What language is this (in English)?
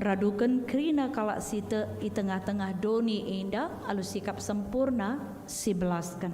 Batak Karo